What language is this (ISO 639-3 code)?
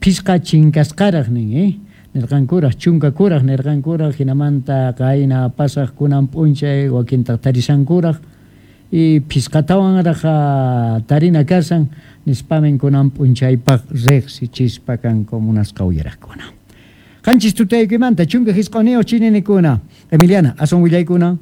que